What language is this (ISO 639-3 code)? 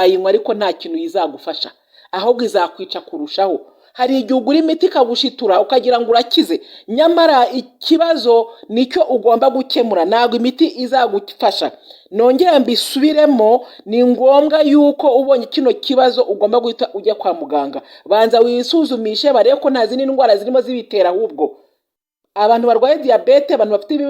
kin